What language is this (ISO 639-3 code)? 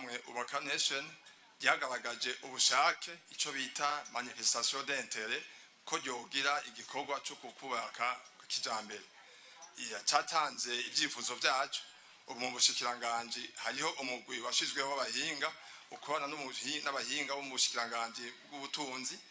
run